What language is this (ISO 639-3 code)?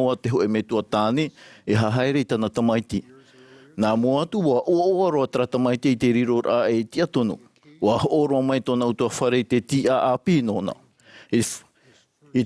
tah